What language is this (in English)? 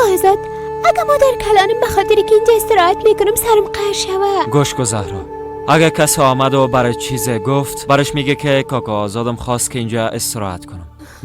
Persian